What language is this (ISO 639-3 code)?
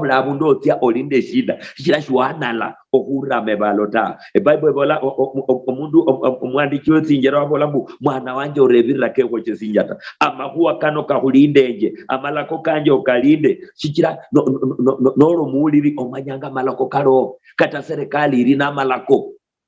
luy